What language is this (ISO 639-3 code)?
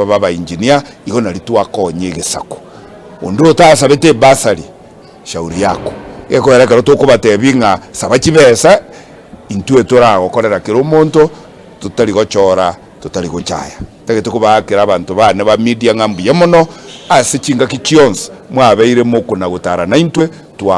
guz